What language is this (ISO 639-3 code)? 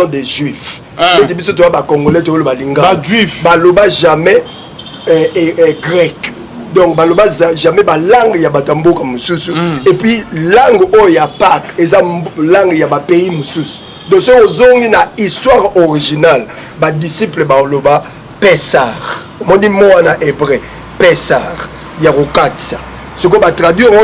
lin